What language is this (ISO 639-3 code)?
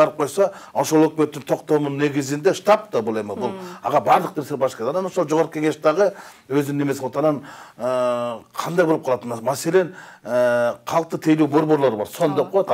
kir